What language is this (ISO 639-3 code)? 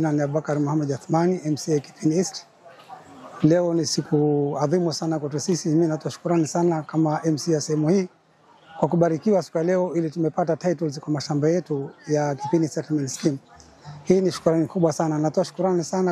swa